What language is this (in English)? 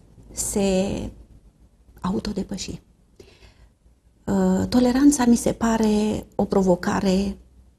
Romanian